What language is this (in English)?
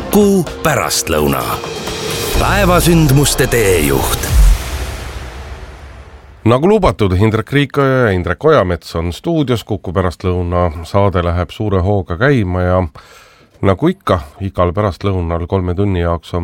Estonian